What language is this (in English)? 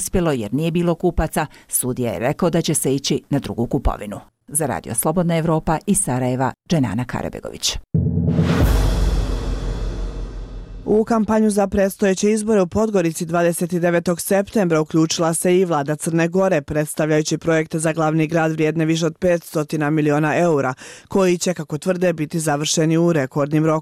Bosnian